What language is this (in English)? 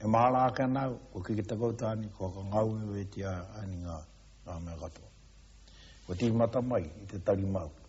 Māori